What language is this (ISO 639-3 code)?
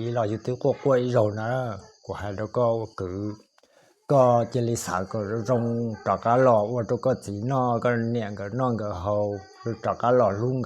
hmn